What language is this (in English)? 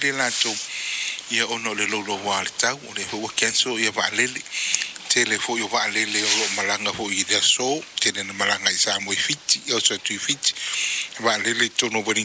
Samoan